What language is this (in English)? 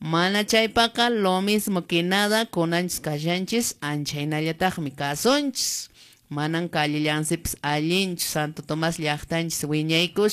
Quechua